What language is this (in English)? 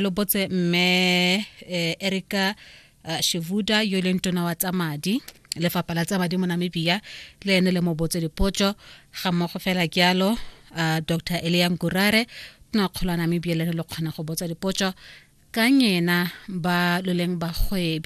Tswana